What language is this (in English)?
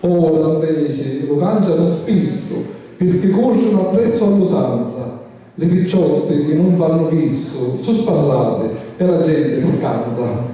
Sicilian